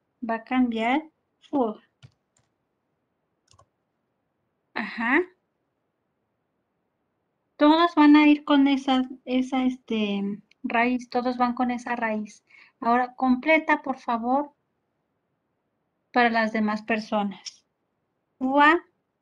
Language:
Spanish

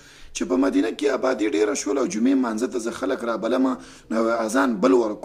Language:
Pashto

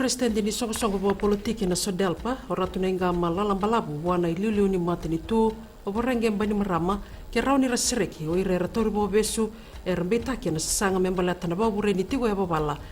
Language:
Fijian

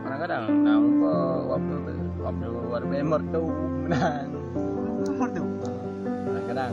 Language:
Achinese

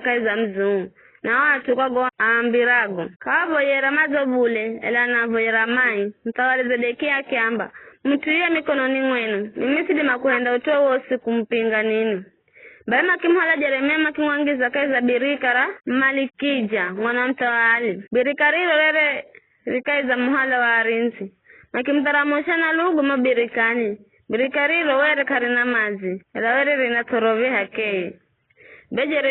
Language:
Giryama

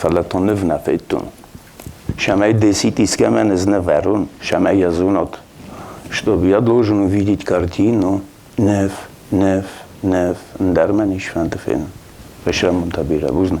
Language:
Ossetic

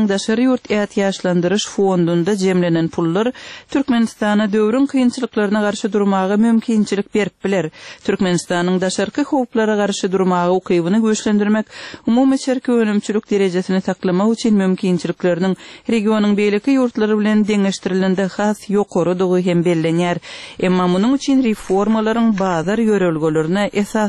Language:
Turkmen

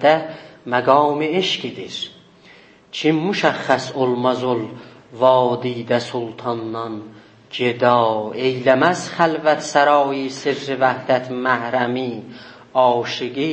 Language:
South Azerbaijani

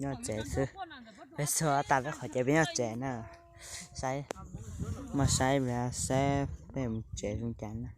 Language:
Hmong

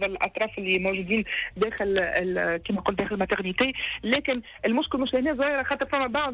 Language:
Tunisian Arabic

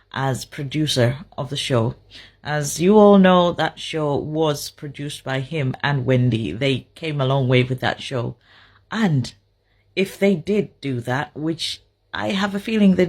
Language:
English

